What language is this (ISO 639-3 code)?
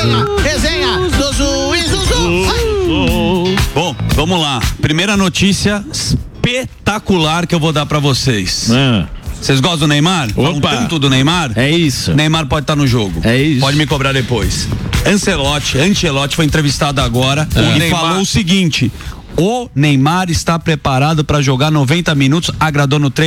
por